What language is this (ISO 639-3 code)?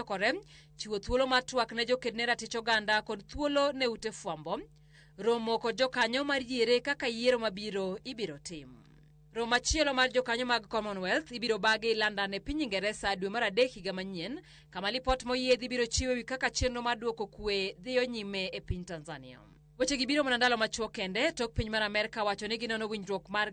luo